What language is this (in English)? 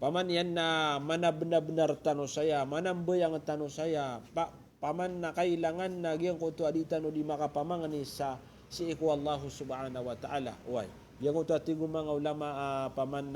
Maranao